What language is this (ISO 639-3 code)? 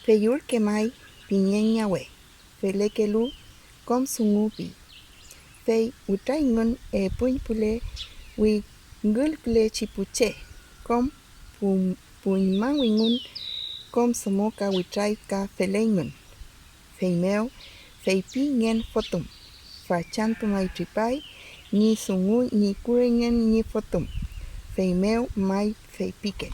arn